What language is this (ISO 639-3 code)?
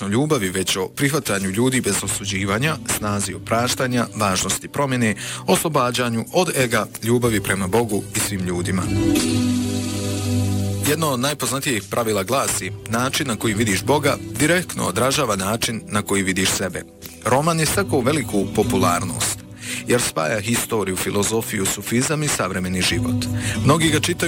bos